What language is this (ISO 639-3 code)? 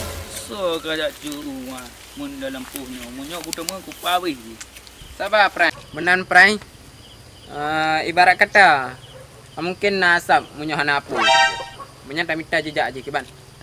ace